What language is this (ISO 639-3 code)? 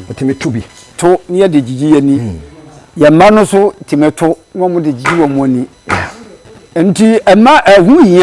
aka